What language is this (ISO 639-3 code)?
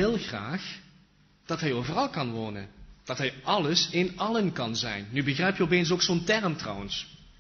nld